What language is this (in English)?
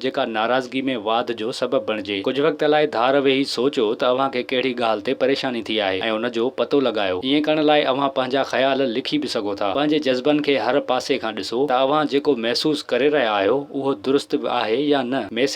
Sindhi